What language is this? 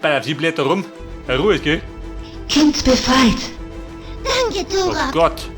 Bavarian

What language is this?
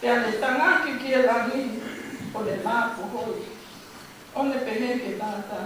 Tongan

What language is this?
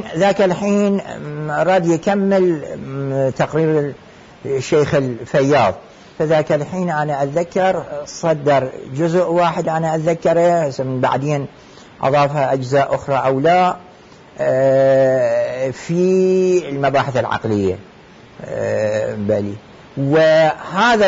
Mesopotamian Arabic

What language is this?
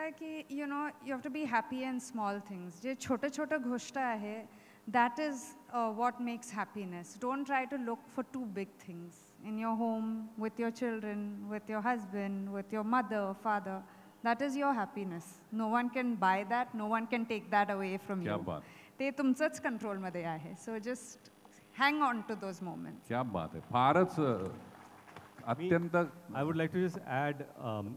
Marathi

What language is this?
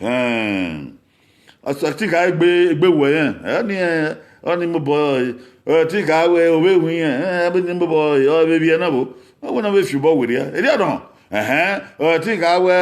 Bini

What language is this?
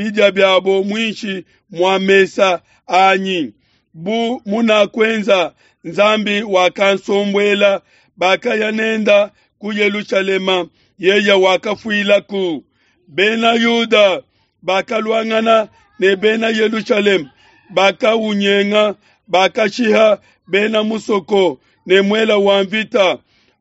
Luba-Lulua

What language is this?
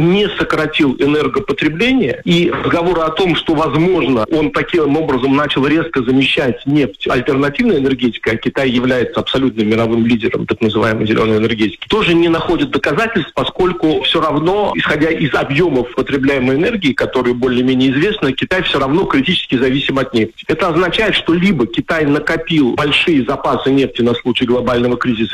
Russian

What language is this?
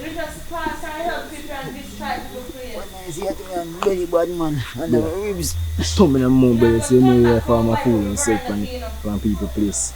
Jamaican Creole English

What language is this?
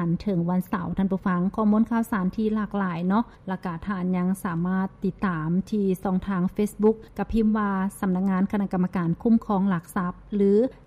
Lao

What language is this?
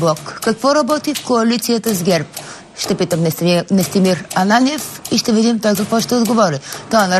Bulgarian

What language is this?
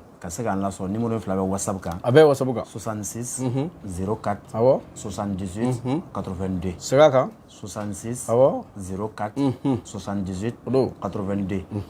Bambara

